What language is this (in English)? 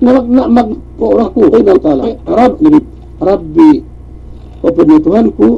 Yakan